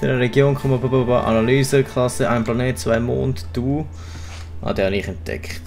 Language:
Swiss German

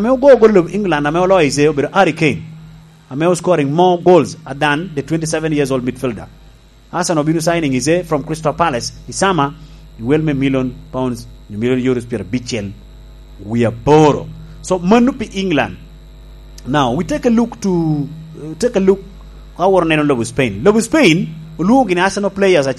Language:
Lango (Uganda)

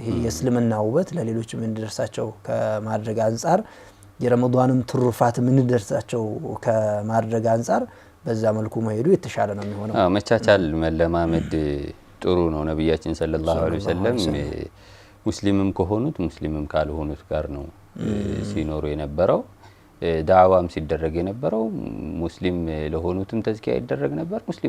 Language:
Amharic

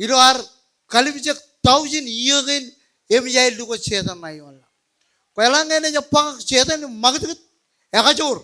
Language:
Marshallese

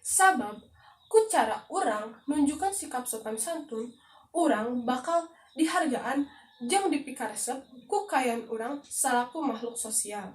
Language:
Sundanese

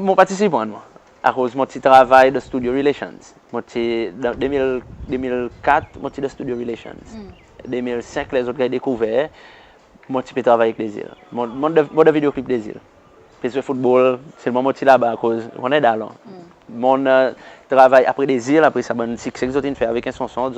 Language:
Seselwa Creole French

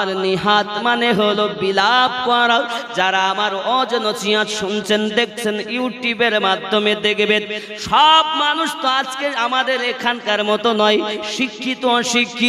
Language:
Bangla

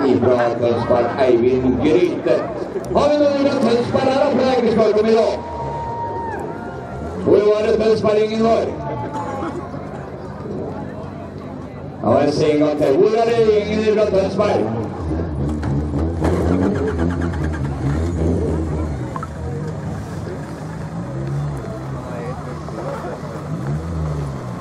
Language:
Norwegian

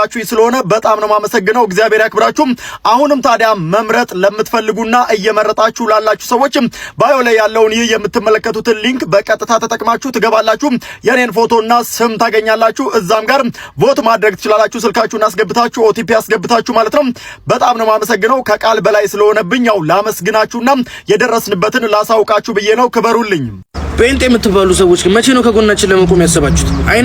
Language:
Amharic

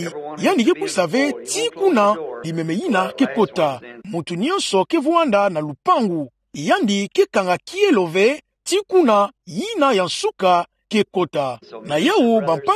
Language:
Kituba (Democratic Republic of Congo)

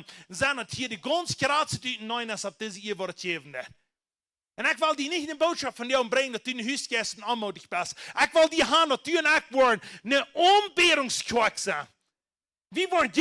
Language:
Plautdietsch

